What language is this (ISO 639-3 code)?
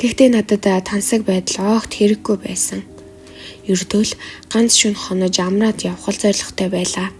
mon